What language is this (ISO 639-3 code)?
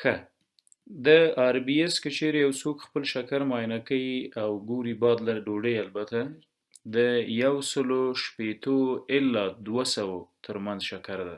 pus